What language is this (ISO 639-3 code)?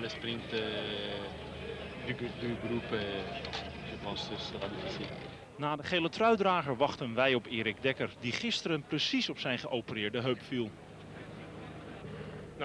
nld